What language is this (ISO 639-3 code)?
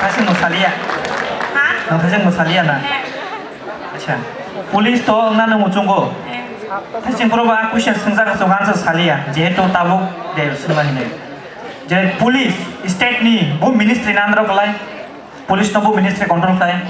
trp